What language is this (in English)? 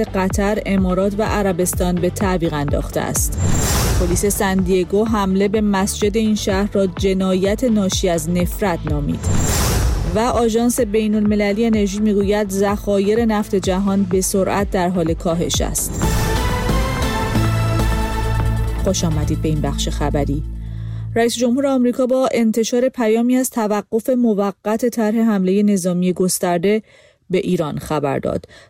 Persian